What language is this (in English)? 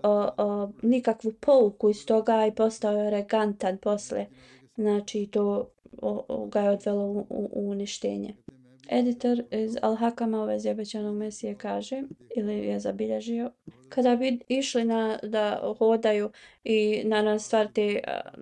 Bosnian